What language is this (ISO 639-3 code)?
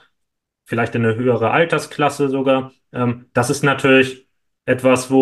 deu